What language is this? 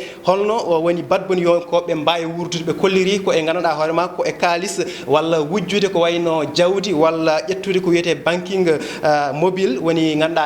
Fula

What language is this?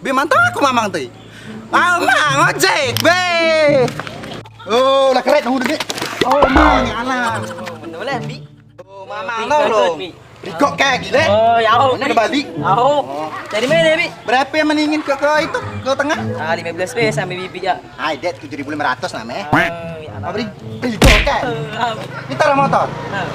Musi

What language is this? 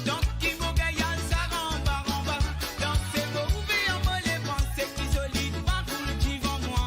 Morisyen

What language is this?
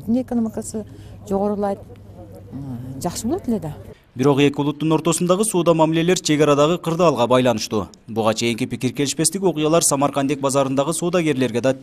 Kyrgyz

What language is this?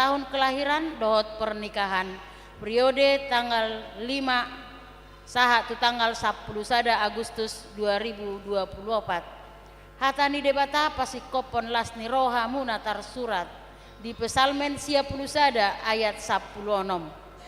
Batak Toba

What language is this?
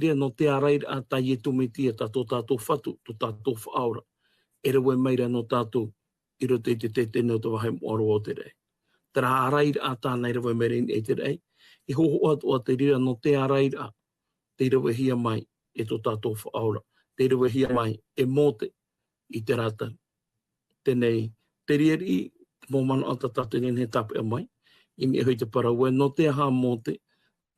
Tahitian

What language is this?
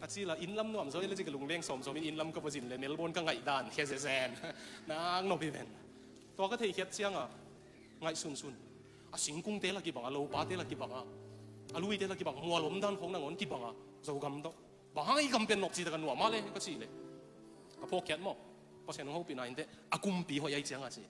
Tedim Chin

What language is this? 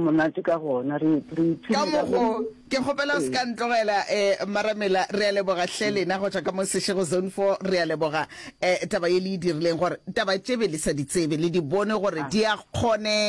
Northern Sotho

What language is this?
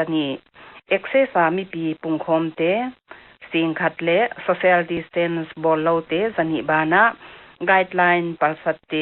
Paite Chin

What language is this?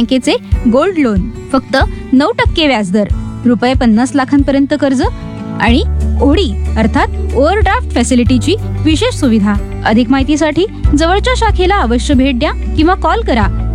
Marathi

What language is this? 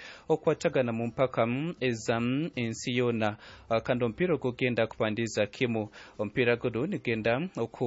Nyankole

